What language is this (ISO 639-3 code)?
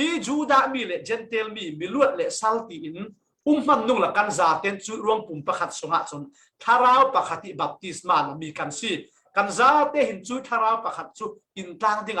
cfm